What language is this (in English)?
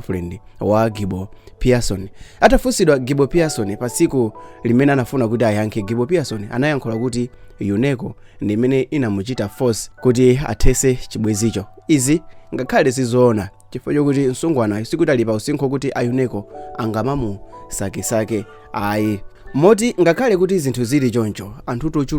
Nyanja